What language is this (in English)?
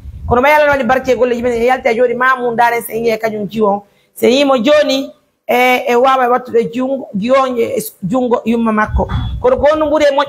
Pular